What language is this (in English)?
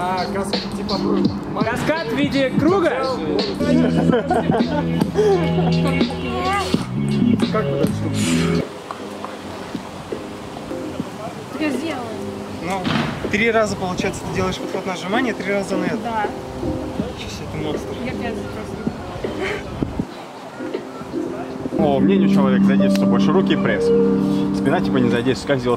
Russian